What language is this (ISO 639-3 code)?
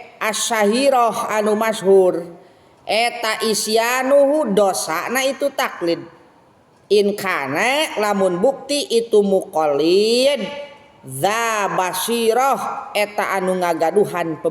sun